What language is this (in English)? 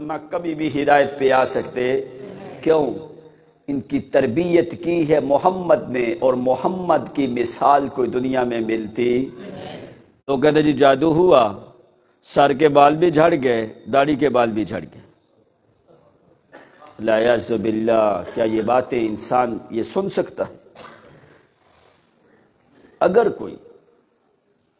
Urdu